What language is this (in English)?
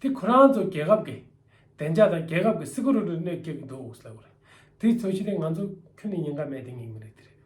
Tibetan